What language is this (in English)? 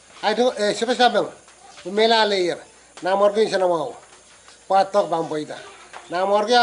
Pohnpeian